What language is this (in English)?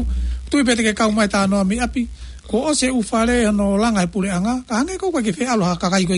Tongan